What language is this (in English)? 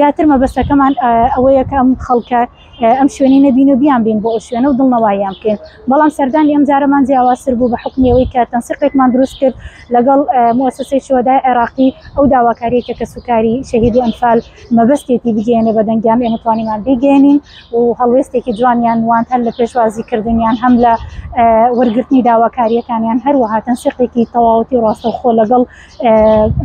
Central Kurdish